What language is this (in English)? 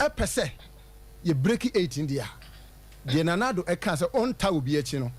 Akan